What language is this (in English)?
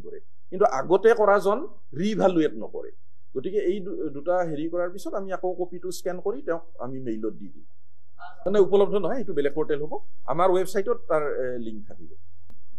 Assamese